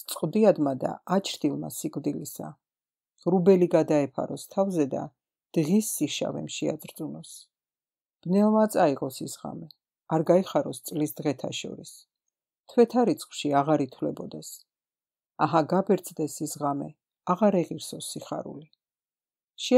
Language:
Georgian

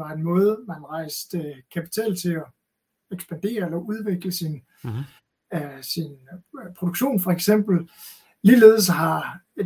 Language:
Danish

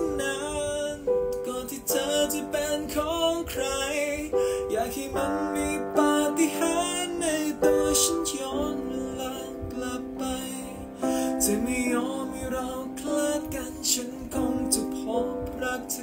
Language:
Thai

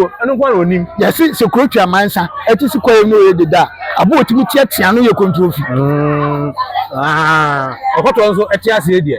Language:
Akan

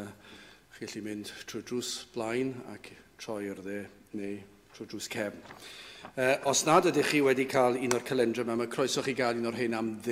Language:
Welsh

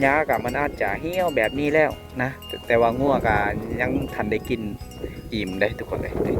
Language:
Lao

